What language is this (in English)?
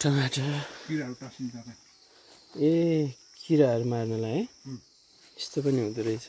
Nepali